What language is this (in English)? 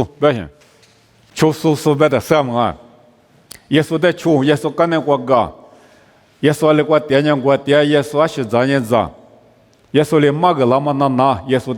Lisu